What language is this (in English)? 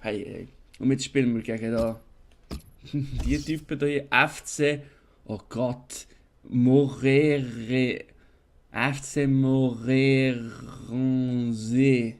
Swiss German